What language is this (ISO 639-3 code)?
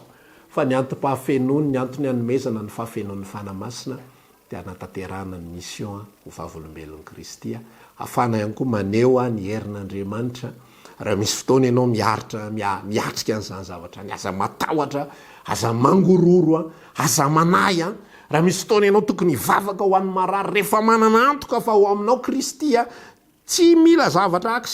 mlg